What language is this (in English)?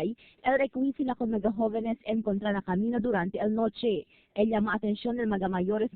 Chavacano